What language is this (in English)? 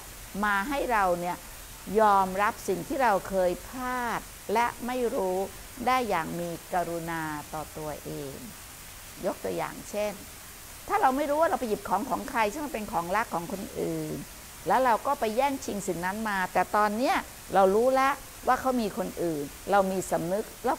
Thai